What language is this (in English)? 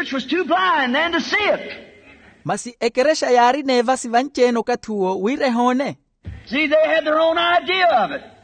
Makhuwa